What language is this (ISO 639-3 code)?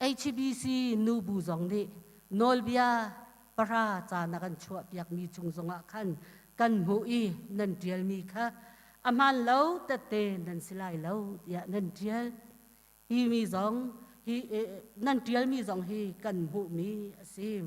cnh